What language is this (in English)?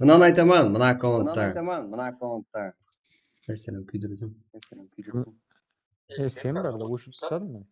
Kara-Kalpak